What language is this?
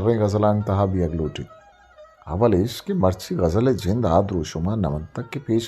Eastern Balochi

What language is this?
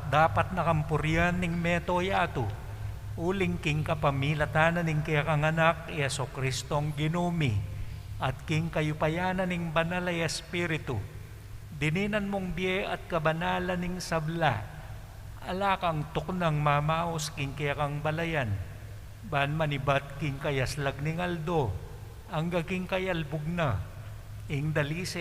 Pampanga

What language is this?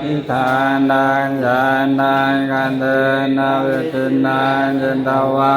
Pali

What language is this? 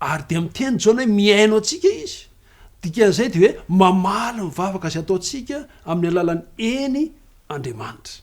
Malagasy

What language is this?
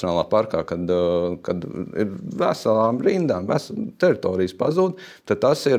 Latvian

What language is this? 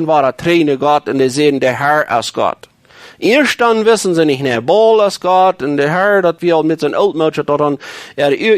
Plautdietsch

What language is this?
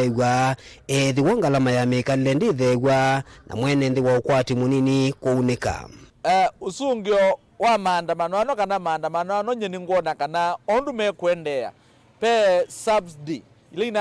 Kamba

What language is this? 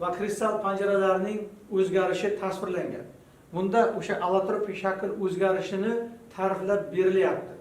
Uzbek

